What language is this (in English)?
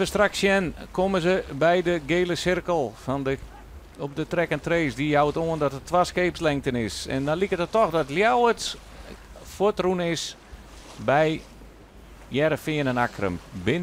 Western Frisian